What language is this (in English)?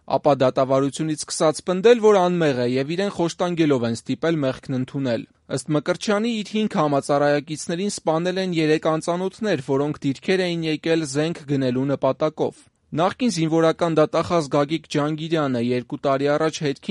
Armenian